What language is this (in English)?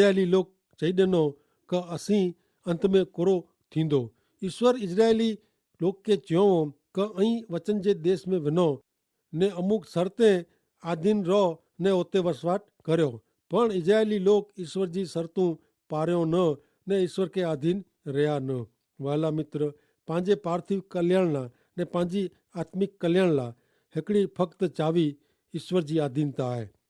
Kachhi